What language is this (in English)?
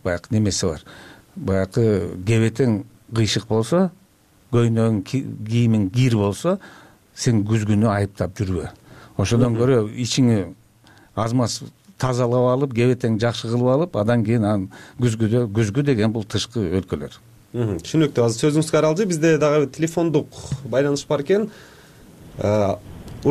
Kyrgyz